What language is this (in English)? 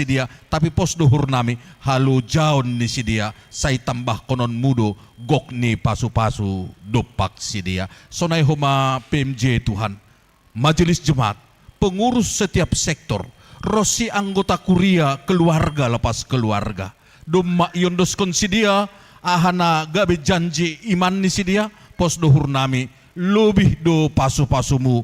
Batak Simalungun